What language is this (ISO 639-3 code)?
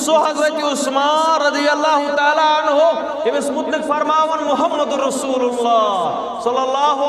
kas